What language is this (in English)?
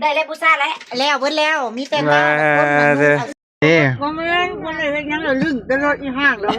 Lao